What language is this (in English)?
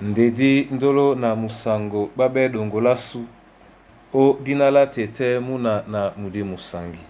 Duala